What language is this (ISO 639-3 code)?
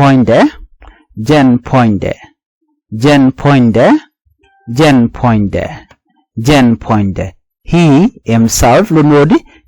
nus